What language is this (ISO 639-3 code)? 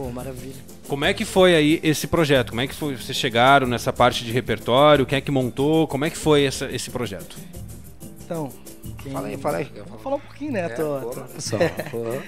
por